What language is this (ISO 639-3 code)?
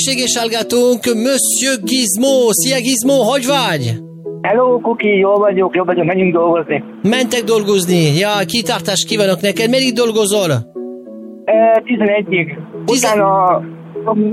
hun